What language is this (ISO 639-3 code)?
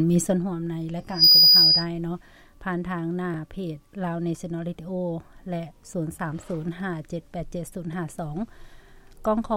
lao